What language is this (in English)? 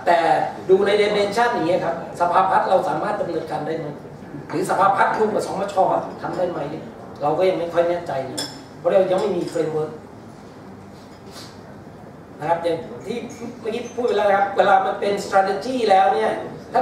Thai